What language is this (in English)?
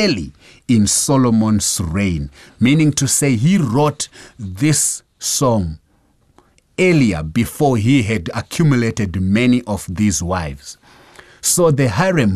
English